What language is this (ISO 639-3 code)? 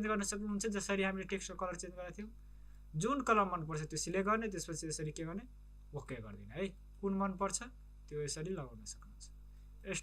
nep